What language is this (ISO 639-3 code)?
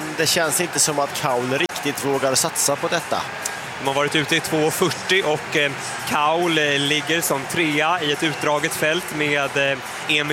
swe